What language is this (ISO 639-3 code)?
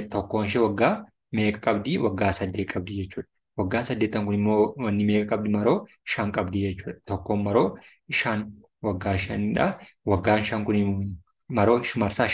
orm